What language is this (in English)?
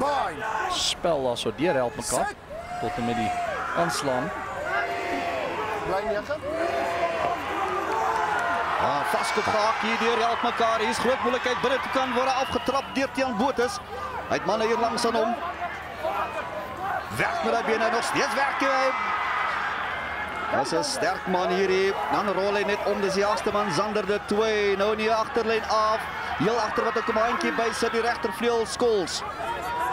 Afrikaans